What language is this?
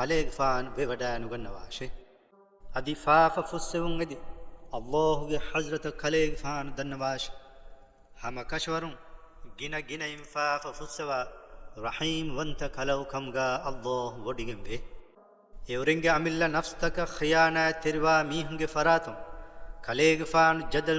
Divehi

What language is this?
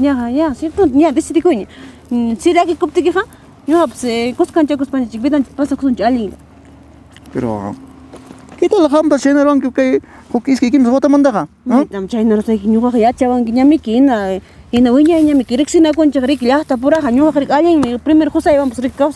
Ayacucho Quechua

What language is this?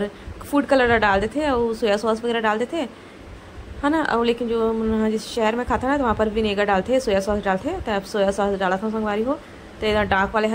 Chhattisgarhi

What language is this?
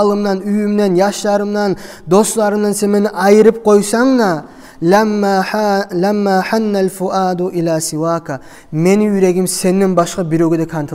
Kumyk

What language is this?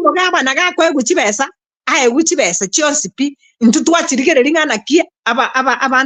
Gusii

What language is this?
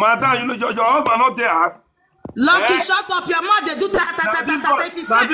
Nigerian Pidgin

